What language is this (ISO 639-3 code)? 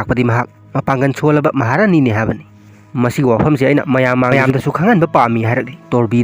mni